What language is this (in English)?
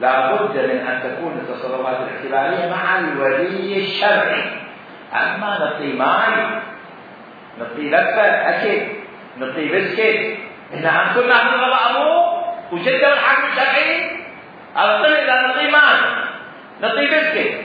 Mesopotamian Arabic